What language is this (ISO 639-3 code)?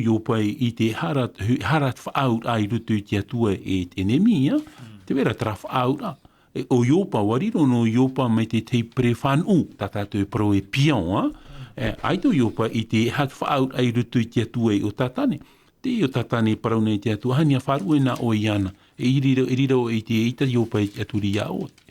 tah